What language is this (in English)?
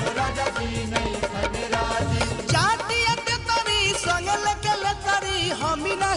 Bhojpuri